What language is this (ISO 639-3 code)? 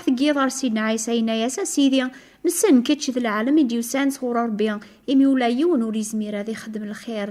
kab